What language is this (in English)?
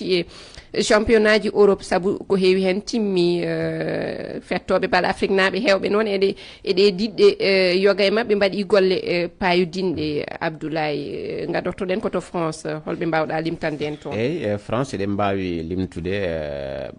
Fula